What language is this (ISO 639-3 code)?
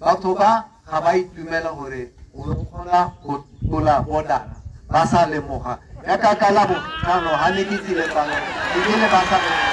tsn